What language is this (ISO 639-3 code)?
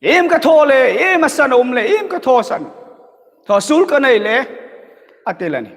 hmr